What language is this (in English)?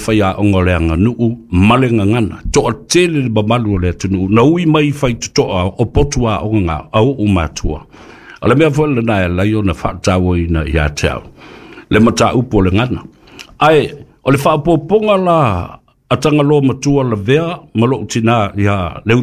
Samoan